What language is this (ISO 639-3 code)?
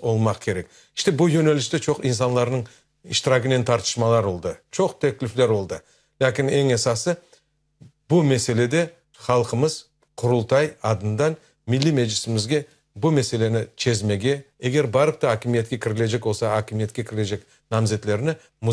crh